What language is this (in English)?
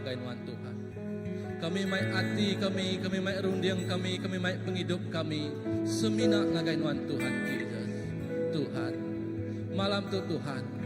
Iban